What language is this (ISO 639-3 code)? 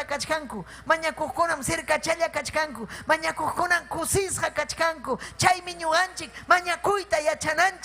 quy